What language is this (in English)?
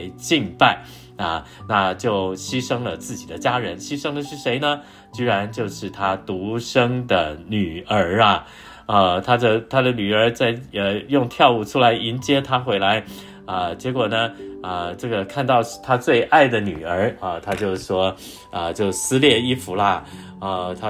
Chinese